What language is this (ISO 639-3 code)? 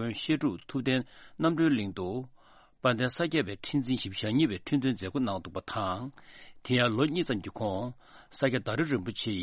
bod